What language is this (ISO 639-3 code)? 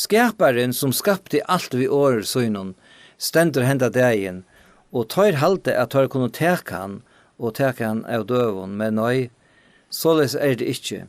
fao